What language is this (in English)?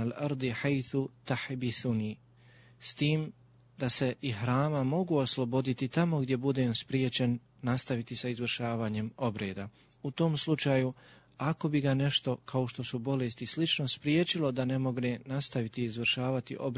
Bosnian